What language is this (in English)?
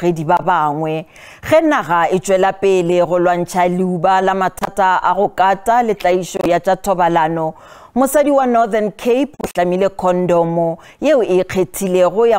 Northern Sotho